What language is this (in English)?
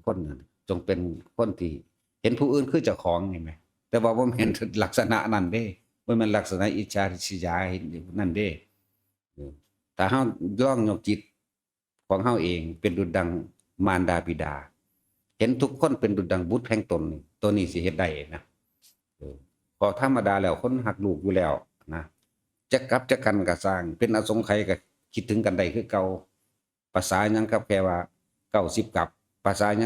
Northeastern Thai